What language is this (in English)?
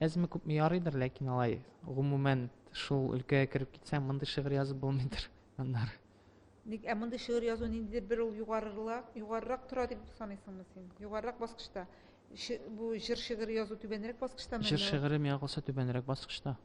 Tatar